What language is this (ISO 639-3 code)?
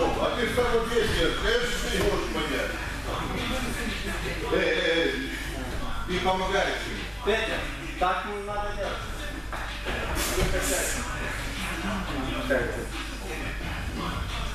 rus